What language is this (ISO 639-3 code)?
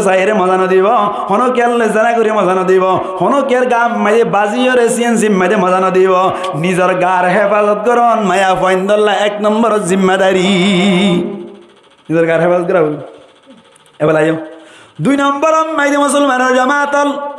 rhg